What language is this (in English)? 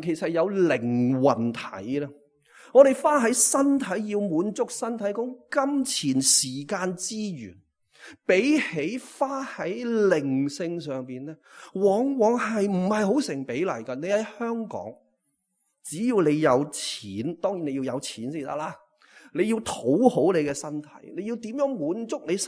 Cantonese